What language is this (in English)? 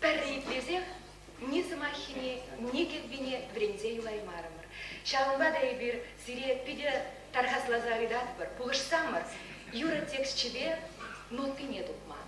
Chuvash